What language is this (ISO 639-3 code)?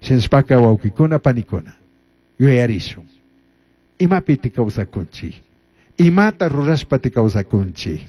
qug